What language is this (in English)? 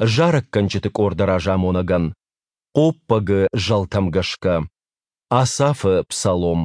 Ossetic